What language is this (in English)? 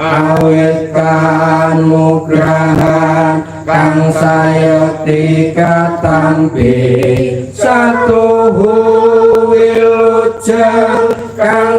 Javanese